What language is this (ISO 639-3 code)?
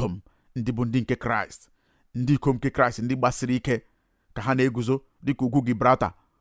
ibo